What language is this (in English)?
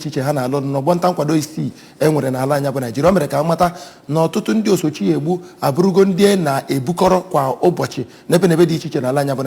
Igbo